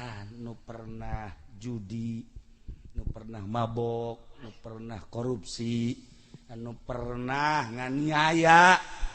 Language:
Sundanese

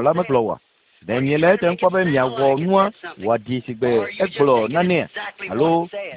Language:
Ewe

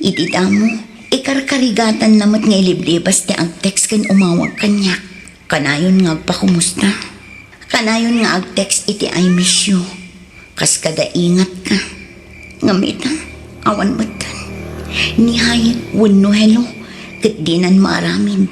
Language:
Iloko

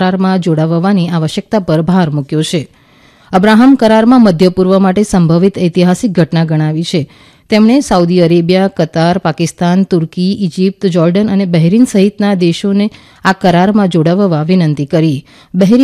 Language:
Gujarati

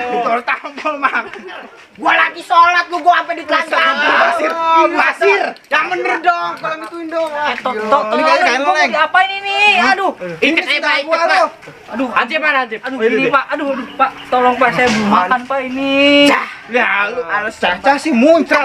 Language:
Betawi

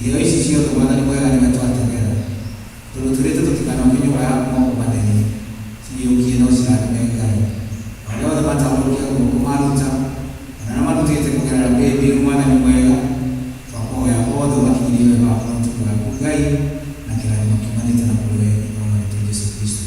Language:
Kikuyu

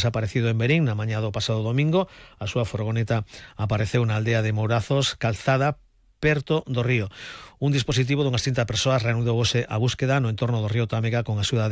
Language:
Galician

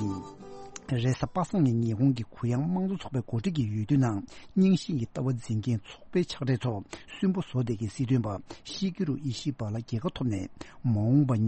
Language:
Tibetan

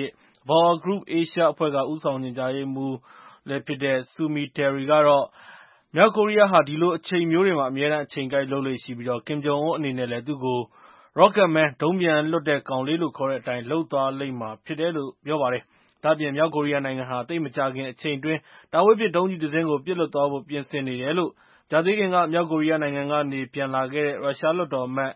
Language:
Burmese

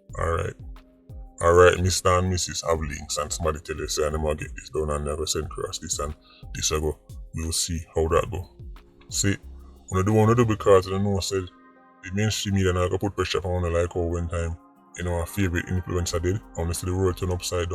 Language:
Jamaican Creole English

